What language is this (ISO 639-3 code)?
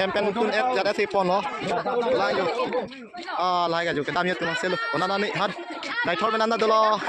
mjw